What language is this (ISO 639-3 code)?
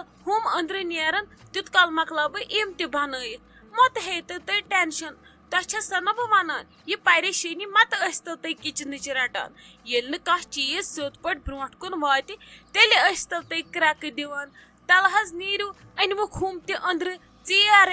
kas